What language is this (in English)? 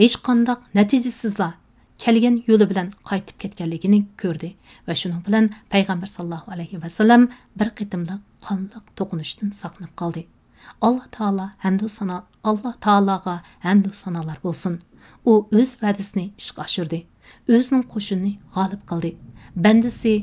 Uyghur